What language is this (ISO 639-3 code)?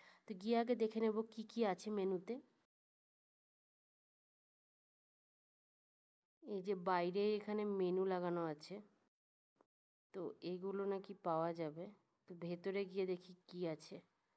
ben